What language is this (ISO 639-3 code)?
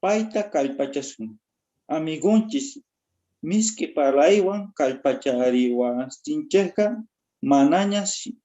quh